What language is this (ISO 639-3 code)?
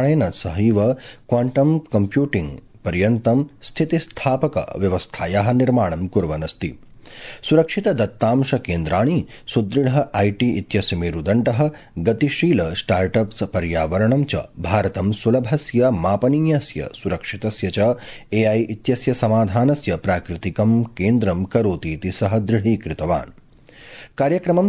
san